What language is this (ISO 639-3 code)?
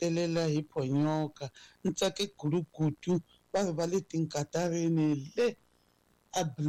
tso